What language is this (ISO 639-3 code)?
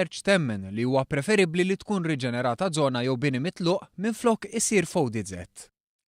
mlt